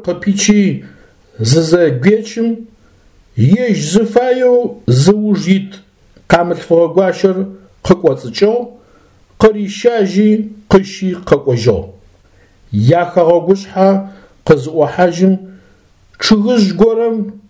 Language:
Adyghe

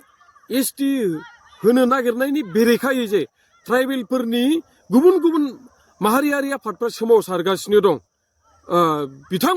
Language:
Bodo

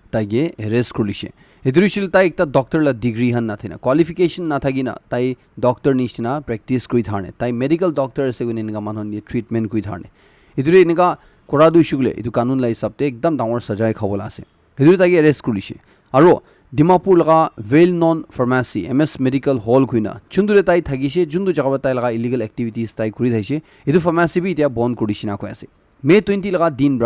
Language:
Naga Pidgin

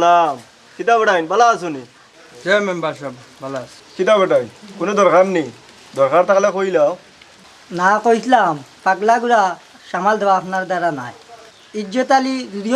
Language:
Sylheti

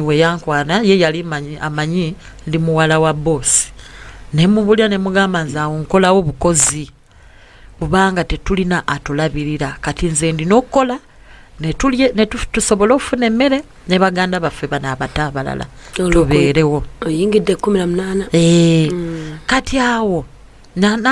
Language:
Ganda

